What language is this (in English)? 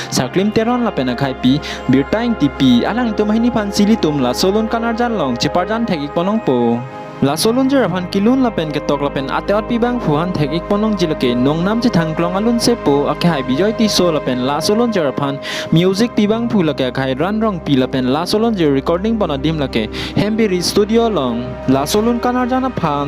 Karbi